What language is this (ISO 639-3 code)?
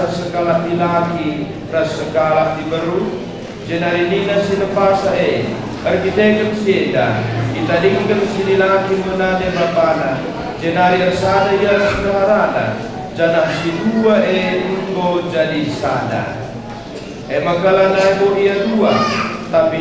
btx